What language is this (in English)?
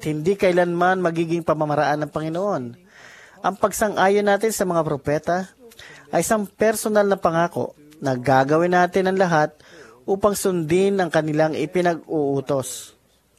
Filipino